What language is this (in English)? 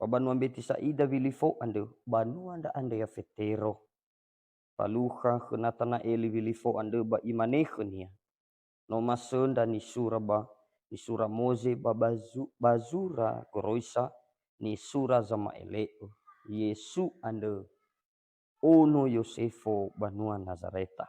Nias